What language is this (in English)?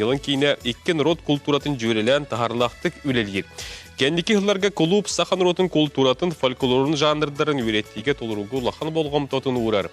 Yakut